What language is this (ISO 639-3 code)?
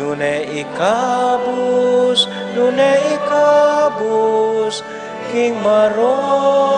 pam